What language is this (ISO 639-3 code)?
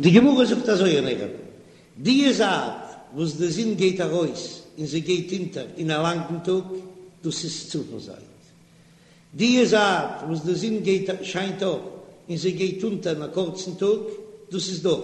yid